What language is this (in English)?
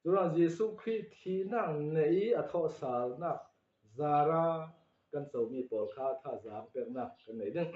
Falam Chin